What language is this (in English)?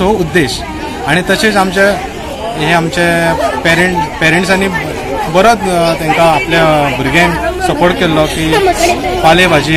Konkani